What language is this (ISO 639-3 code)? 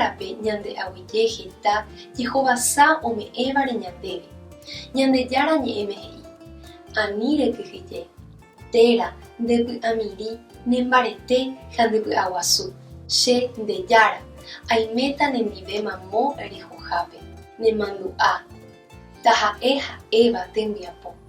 grn